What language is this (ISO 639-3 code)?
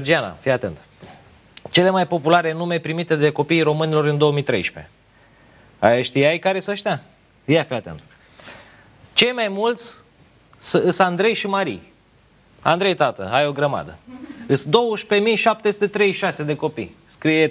ron